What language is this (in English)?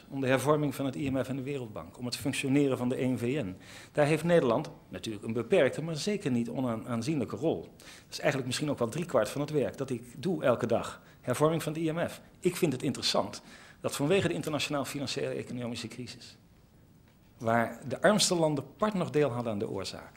Dutch